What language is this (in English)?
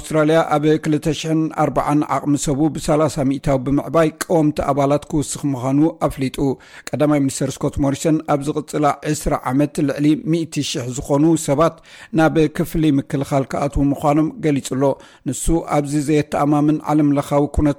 Tigrinya